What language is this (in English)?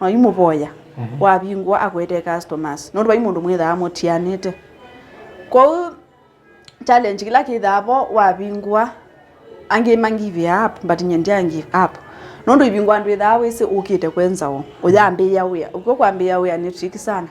Kamba